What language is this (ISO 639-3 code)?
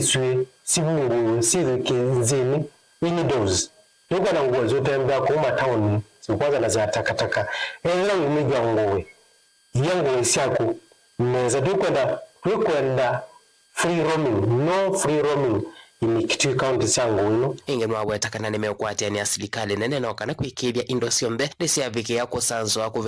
kam